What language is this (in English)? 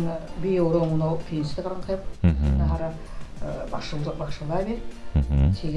Buriat